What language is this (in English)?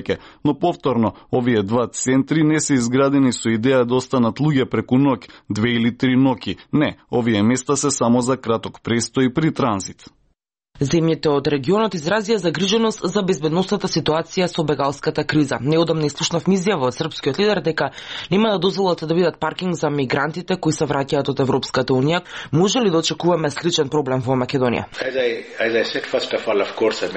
Macedonian